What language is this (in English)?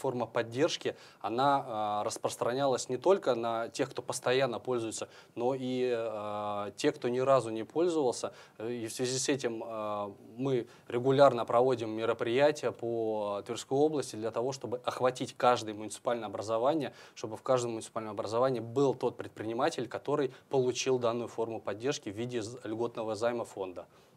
Russian